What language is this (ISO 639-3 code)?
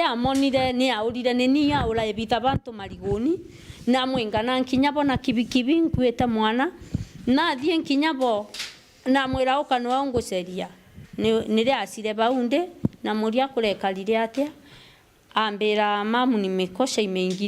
mer